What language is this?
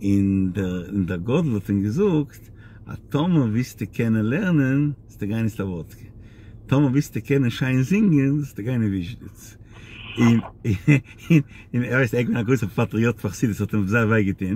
Yiddish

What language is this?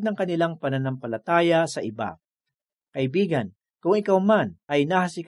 Filipino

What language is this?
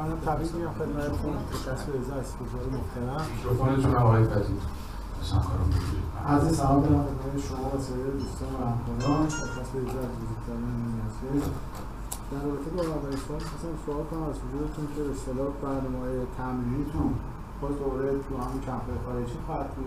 Persian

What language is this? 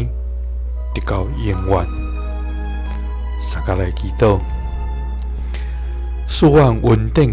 Min Nan Chinese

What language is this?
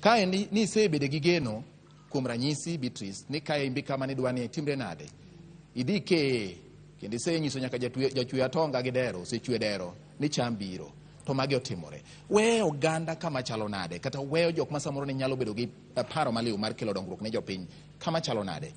Luo (Kenya and Tanzania)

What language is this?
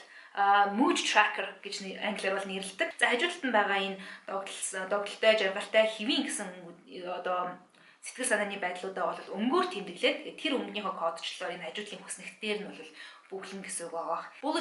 Mongolian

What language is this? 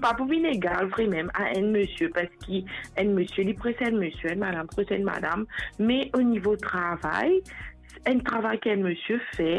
Morisyen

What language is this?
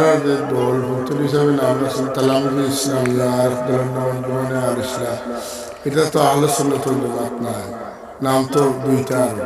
Sylheti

